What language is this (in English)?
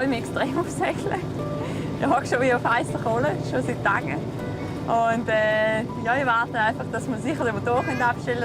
Swiss German